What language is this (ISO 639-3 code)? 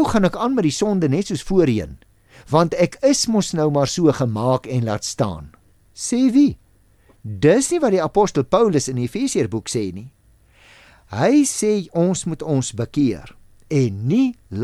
afr